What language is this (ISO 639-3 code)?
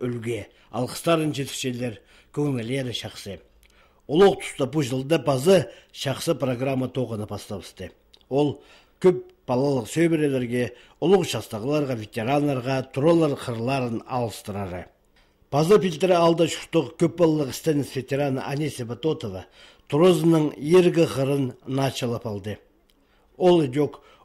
kjh